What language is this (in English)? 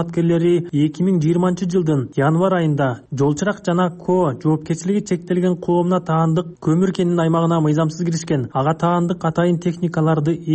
Kyrgyz